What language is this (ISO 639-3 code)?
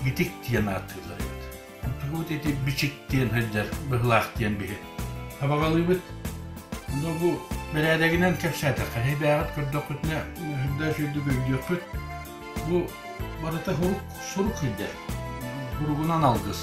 sah